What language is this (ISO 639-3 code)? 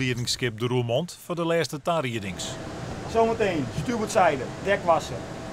fry